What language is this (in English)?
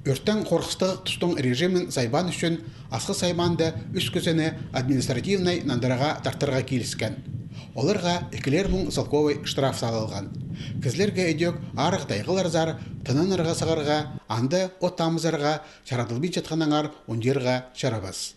Khakas